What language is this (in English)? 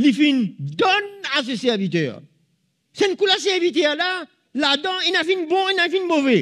Morisyen